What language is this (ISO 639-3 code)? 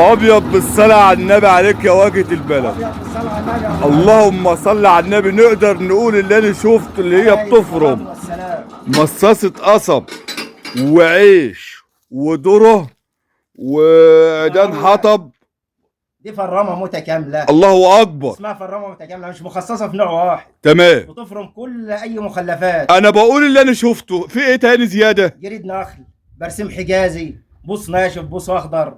arz